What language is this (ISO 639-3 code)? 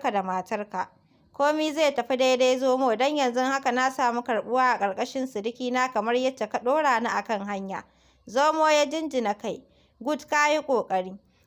hau